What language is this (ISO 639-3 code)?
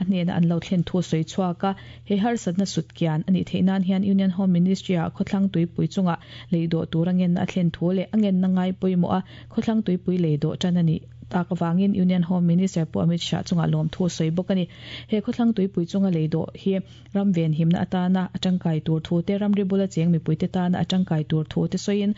lus